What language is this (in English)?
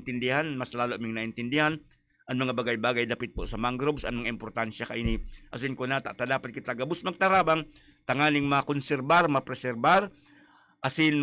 Bikol